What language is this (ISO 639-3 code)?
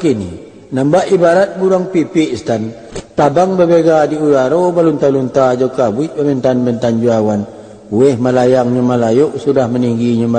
min